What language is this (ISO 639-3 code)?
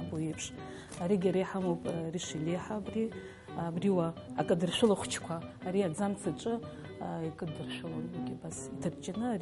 abk